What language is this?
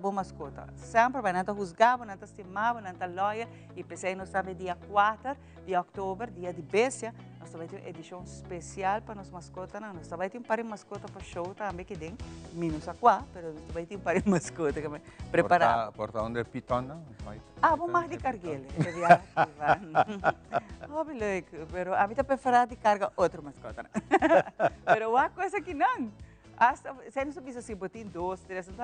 Papiamento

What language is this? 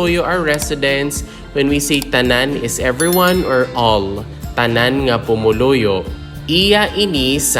Hiligaynon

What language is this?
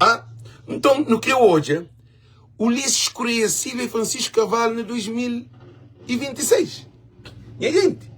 Kabuverdianu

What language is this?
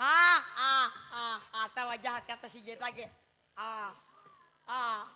Betawi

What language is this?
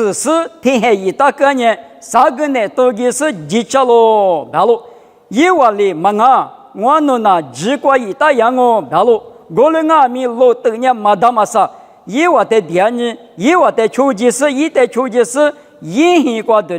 Lisu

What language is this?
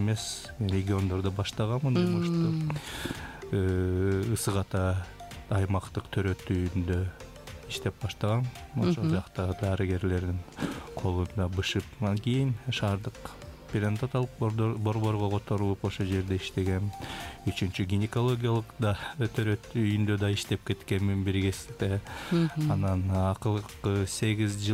Kyrgyz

